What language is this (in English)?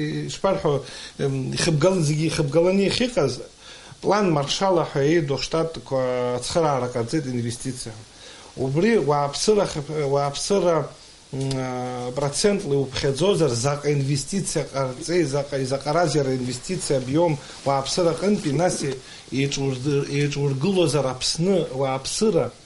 Abkhazian